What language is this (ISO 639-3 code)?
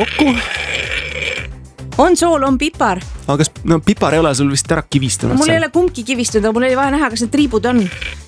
est